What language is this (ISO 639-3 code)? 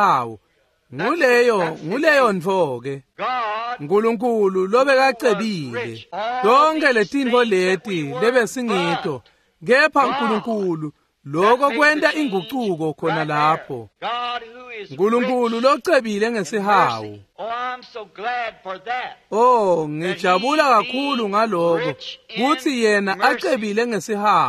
ssw